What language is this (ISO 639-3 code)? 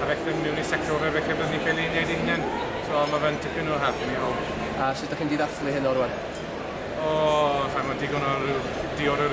cym